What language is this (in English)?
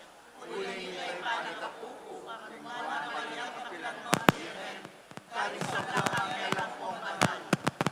Pampanga